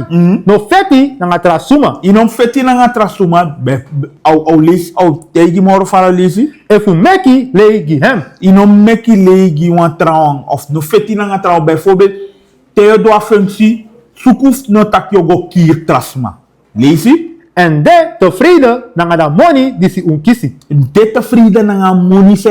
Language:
Sranan Tongo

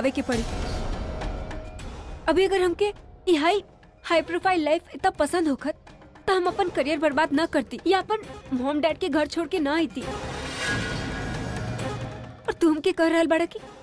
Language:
Bhojpuri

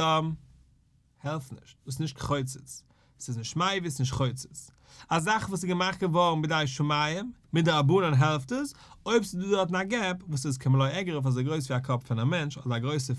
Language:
Yiddish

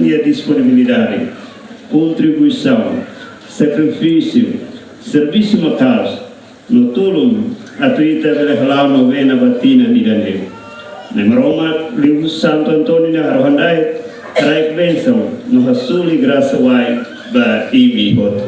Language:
Tetum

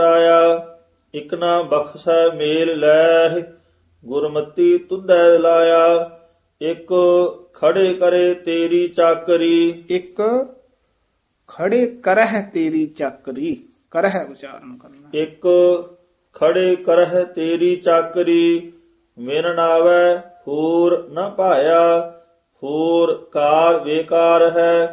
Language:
Punjabi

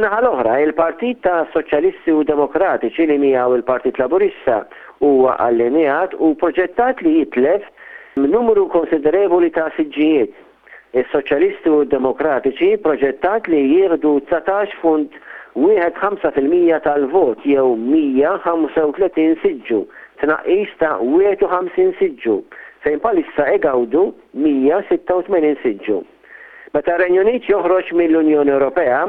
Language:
Maltese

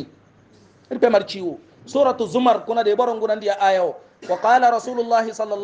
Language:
Hausa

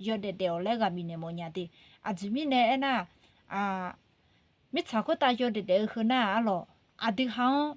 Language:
Akha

